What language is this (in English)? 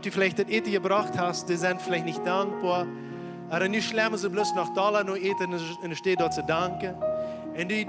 Plautdietsch